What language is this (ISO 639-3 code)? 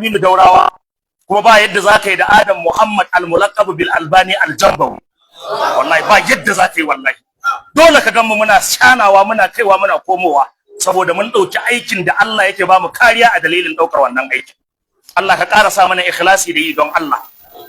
hau